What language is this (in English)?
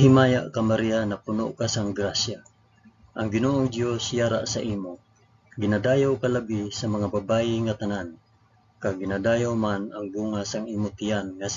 Hiligaynon